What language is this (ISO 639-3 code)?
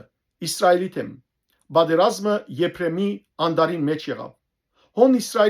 hyw